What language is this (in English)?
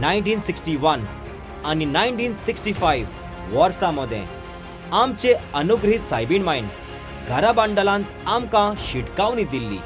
Konkani